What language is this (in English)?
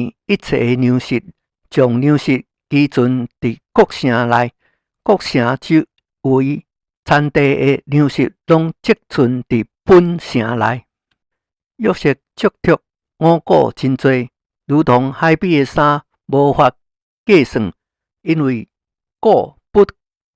Min Nan Chinese